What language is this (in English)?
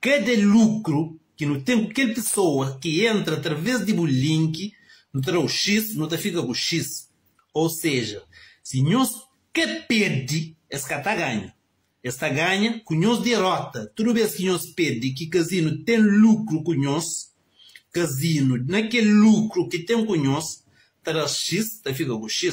Kabuverdianu